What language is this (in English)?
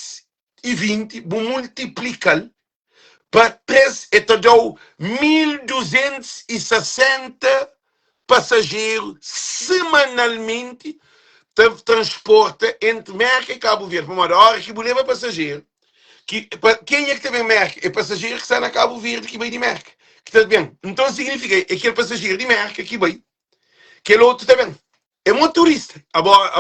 Kabuverdianu